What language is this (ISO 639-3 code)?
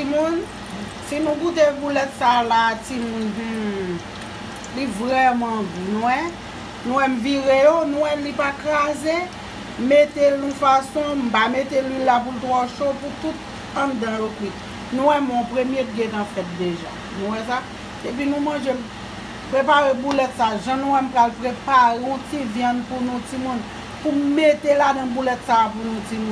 hat